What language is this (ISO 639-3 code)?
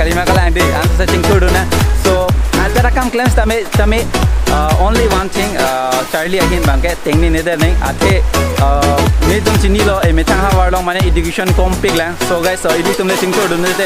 mjw